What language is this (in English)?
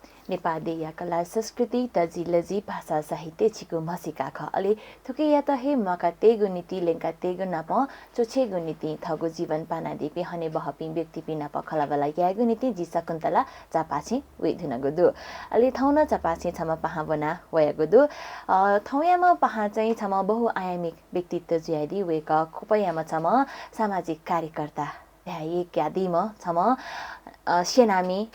Newari